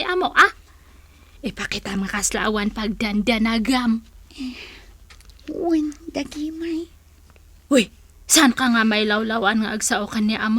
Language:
Iloko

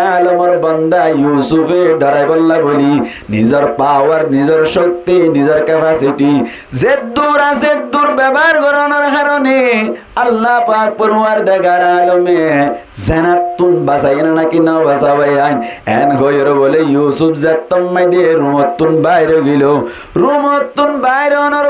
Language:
Rohingya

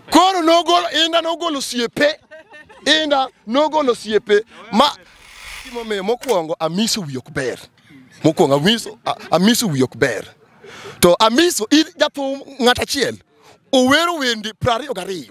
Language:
Luo (Kenya and Tanzania)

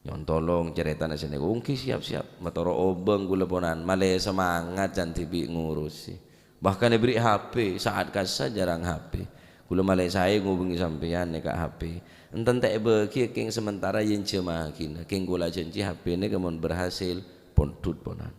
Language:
Madurese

